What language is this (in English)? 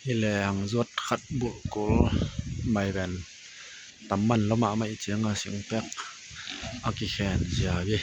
Tedim Chin